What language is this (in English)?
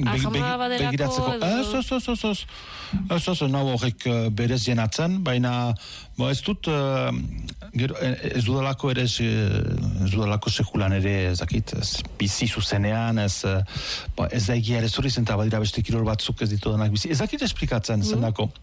Basque